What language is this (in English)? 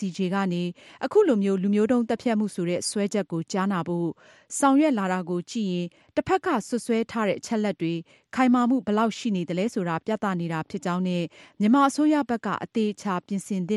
Burmese